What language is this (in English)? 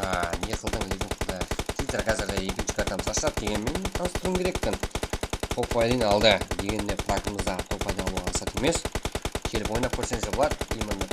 Kara-Kalpak